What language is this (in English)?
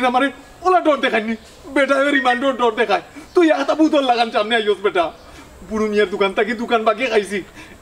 Sylheti